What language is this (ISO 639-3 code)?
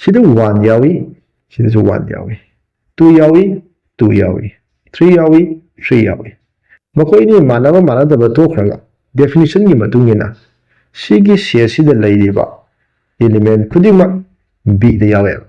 mni